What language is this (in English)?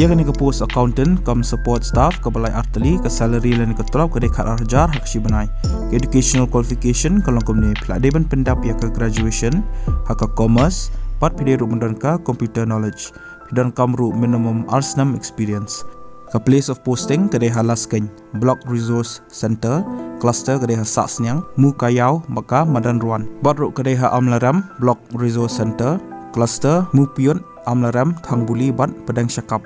Khasi